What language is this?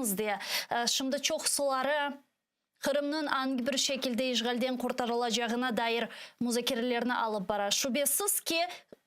Crimean Tatar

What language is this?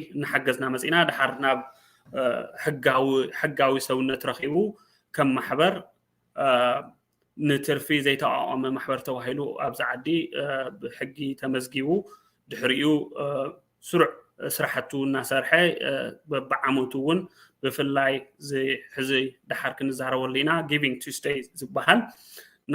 Tigrinya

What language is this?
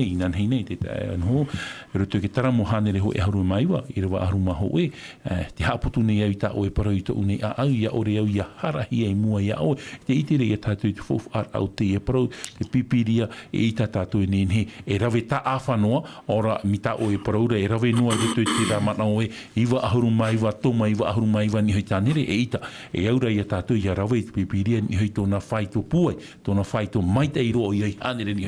Tahitian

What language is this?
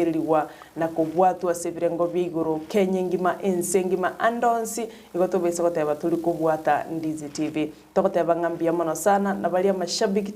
Gusii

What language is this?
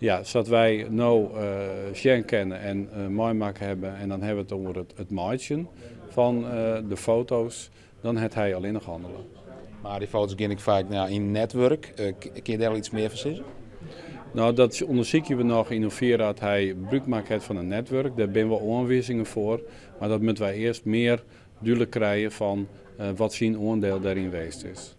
Western Frisian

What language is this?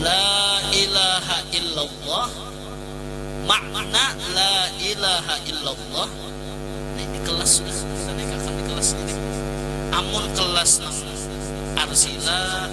Banjar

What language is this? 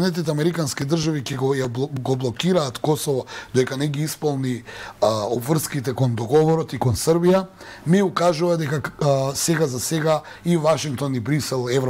Macedonian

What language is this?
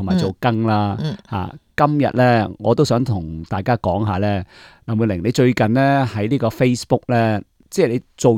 Cantonese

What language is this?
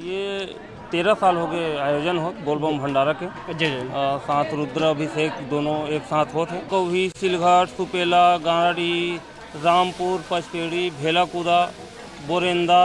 Chhattisgarhi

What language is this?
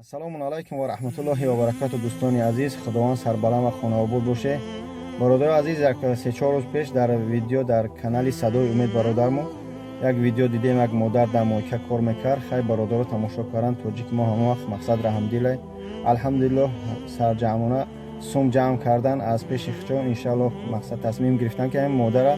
Tajik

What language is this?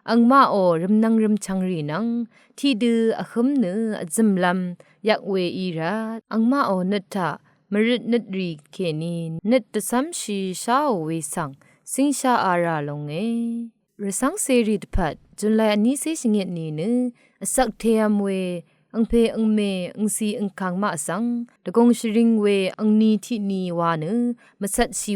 Rawang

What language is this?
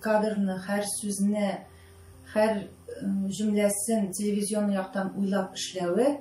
Tatar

